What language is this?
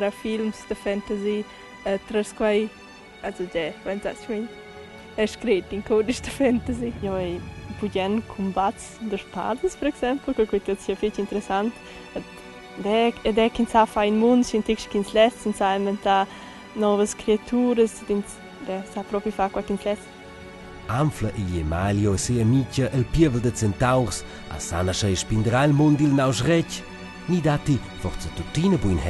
Romansh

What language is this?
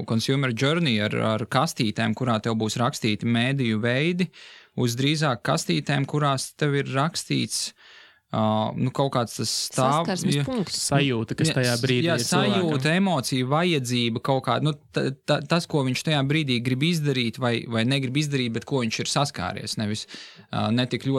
Latvian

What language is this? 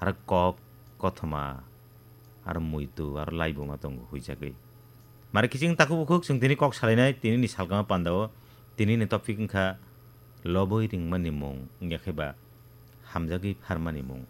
Kok Borok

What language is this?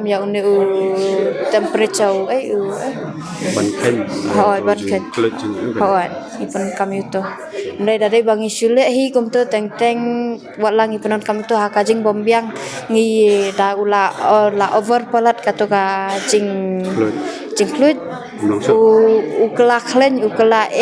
Khasi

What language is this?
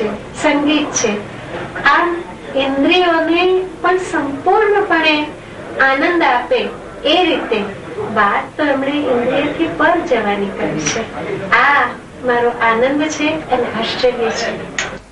Gujarati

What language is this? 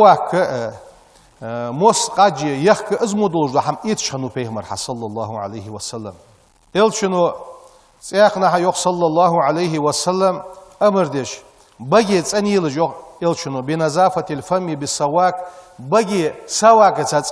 Ingush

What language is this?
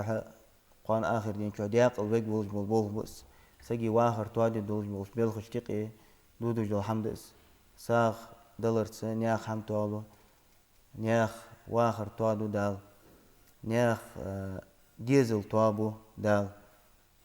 Ingush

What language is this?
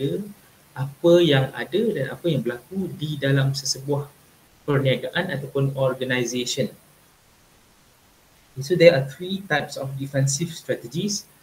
Malay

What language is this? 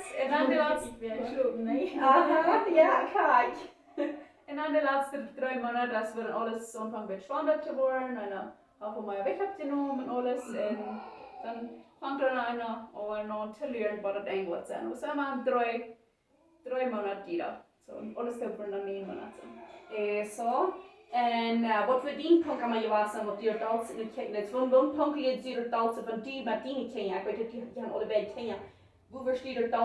Plautdietsch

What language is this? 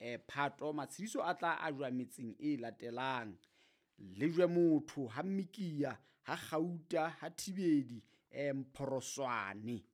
Southern Sotho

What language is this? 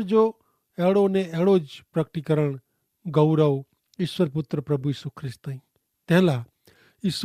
Kachhi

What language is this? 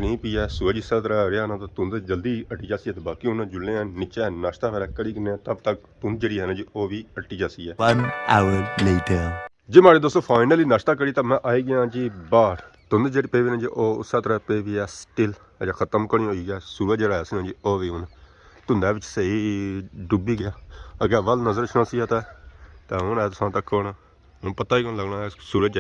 Pahari-Potwari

